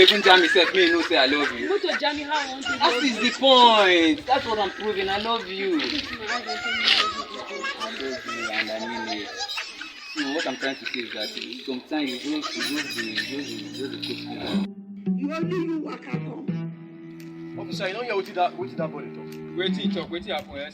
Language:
Nigerian Pidgin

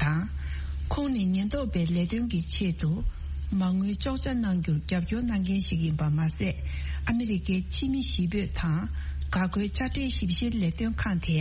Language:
Tibetan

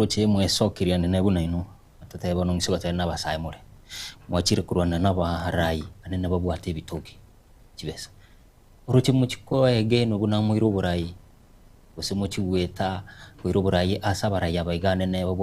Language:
Gusii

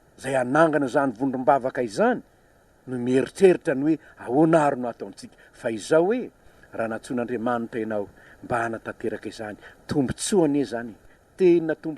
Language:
Malagasy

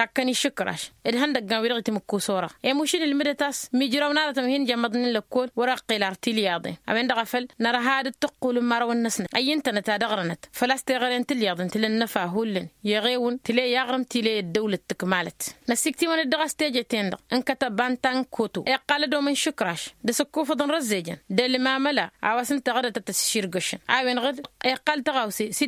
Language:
Tamasheq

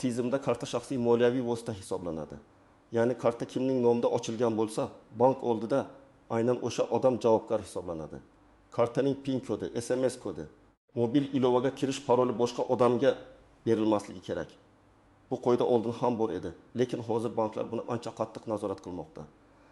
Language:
Uzbek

